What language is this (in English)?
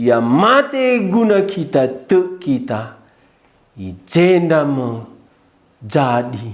Batak Karo